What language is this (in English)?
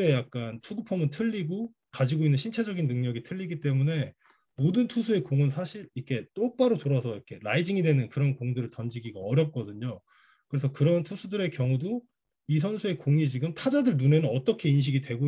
Korean